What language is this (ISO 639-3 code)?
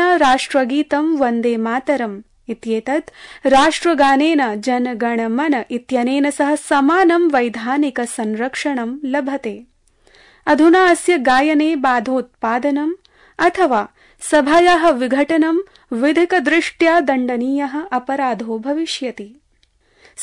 san